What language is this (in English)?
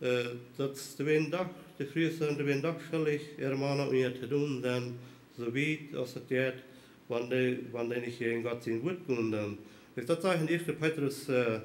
Plautdietsch